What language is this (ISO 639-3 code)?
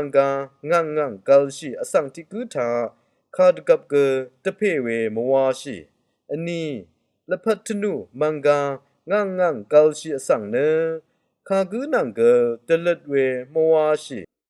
raw